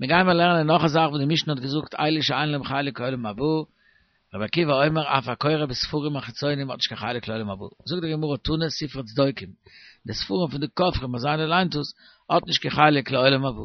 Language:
Yiddish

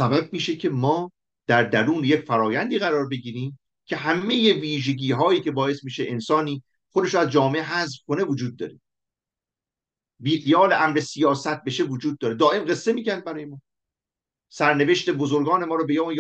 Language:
Persian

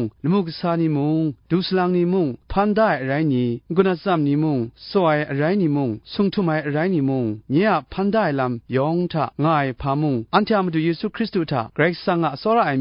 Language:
Kachin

